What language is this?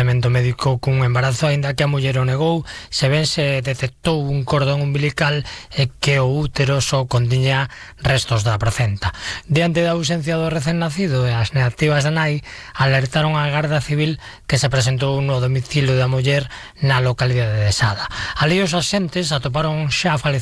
Galician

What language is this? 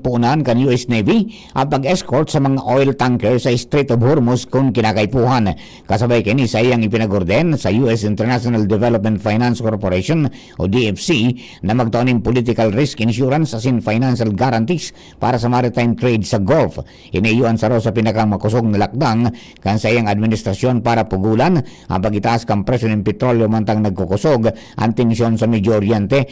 Bikol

